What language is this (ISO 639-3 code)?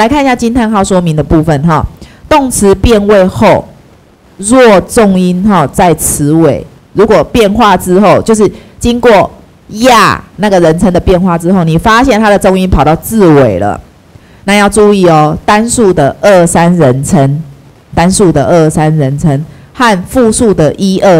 zho